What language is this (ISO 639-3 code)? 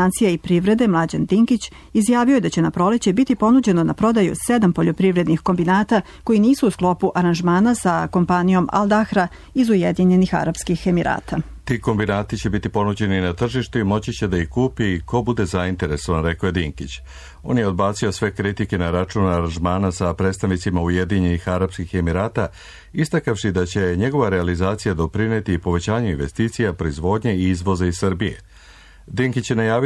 srp